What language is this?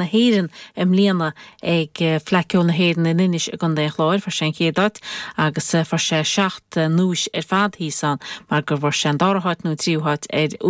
Irish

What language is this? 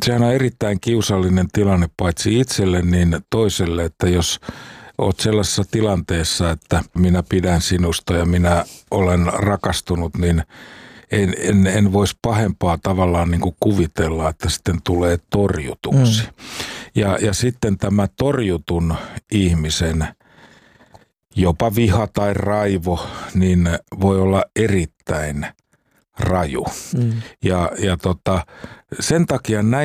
Finnish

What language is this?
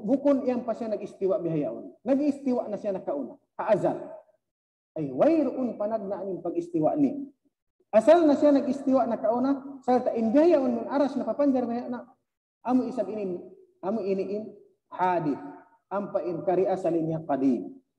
Tausug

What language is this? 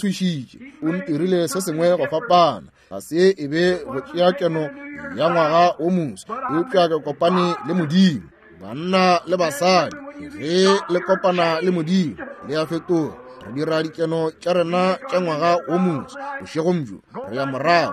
Northern Sotho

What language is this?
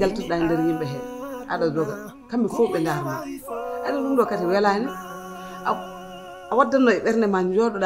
Fula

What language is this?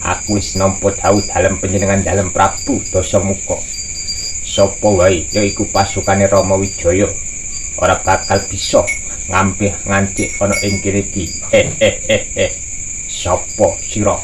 Javanese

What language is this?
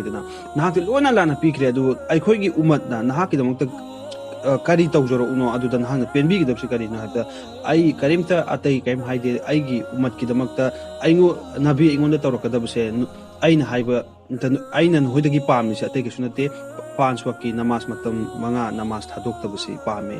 Manipuri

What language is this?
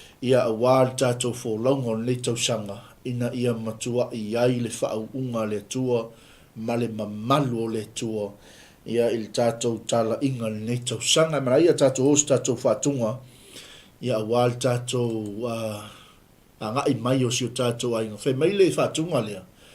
Samoan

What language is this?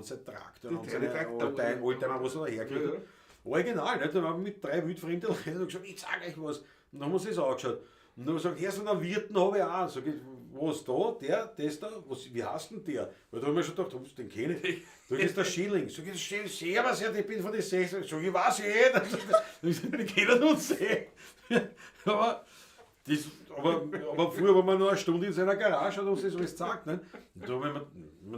Bavarian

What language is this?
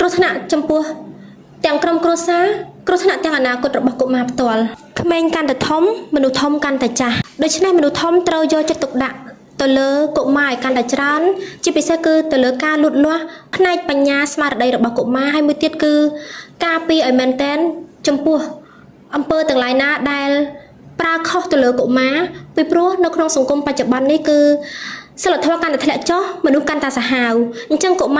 Khmer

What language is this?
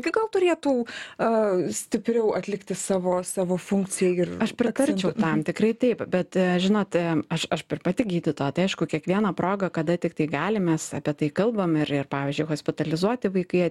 Lithuanian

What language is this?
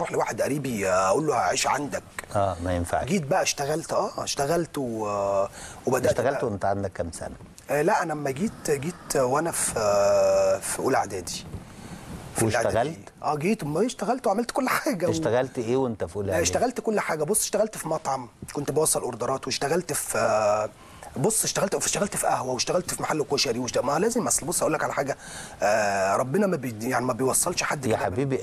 Egyptian Arabic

